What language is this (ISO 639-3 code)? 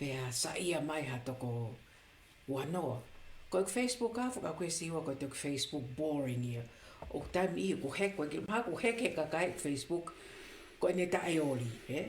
ton